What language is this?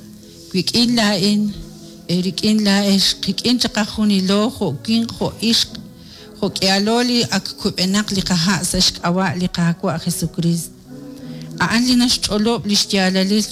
Kekchí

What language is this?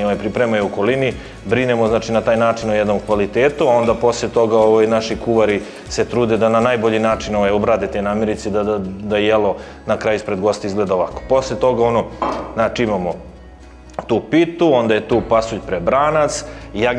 Serbian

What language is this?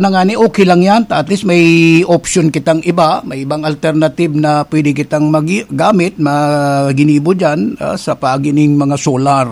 Bikol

